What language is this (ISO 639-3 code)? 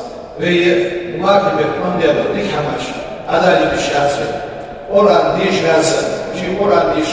inh